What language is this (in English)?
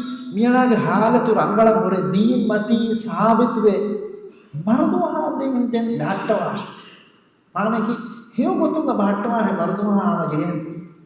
Divehi